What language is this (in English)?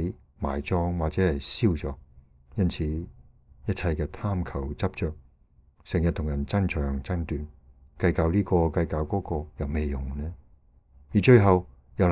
Cantonese